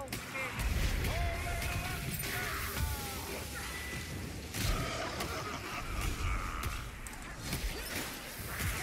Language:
Greek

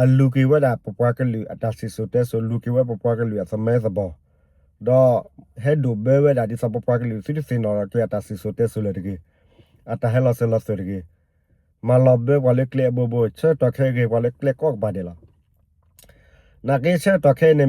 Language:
S'gaw Karen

